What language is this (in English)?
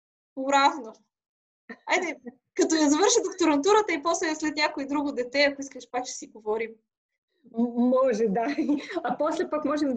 Bulgarian